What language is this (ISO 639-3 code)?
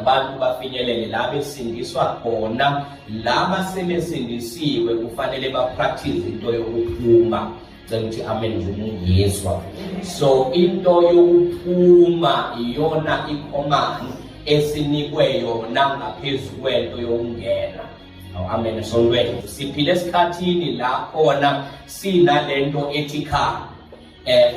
zul